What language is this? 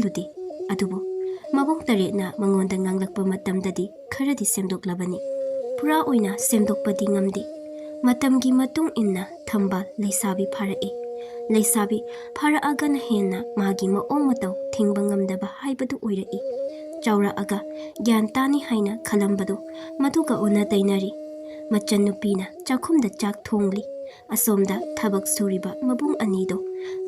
Manipuri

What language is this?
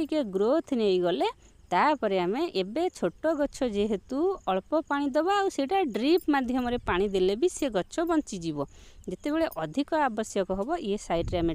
Odia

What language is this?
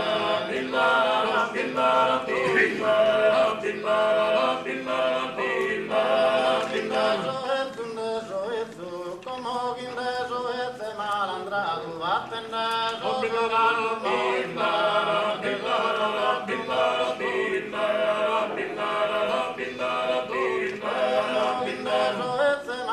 Sardinian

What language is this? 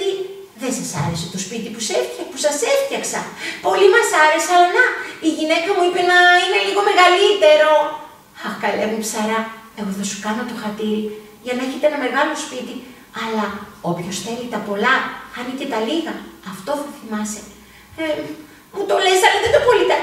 Greek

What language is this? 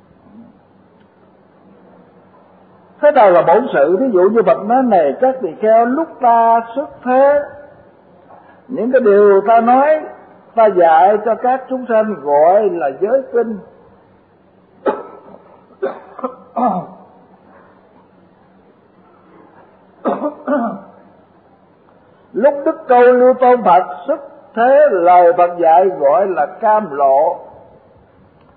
Vietnamese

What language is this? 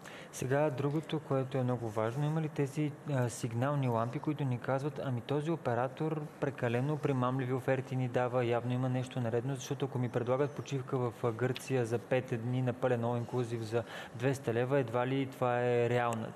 Bulgarian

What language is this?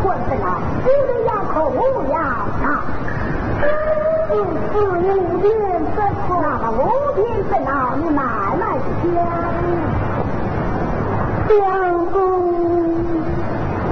Chinese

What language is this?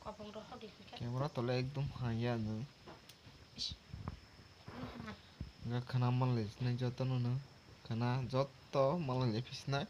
Kok Borok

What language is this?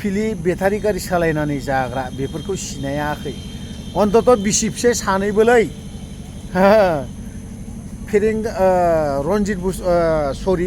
Bodo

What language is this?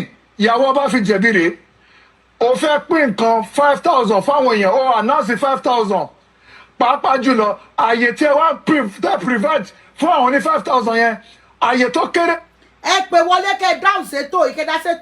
Yoruba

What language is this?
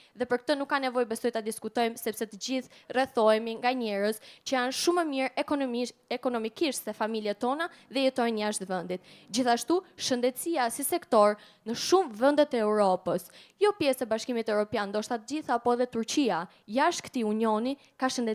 Albanian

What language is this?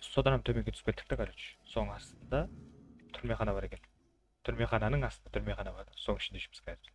Kara-Kalpak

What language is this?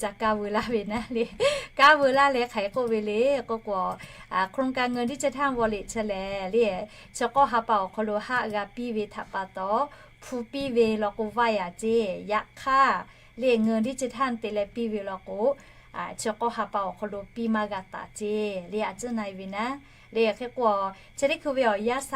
Lahu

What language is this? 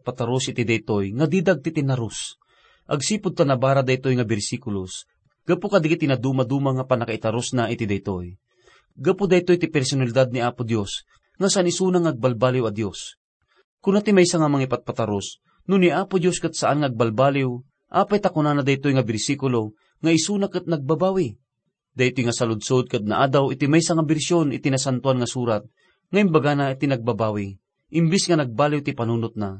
Iloko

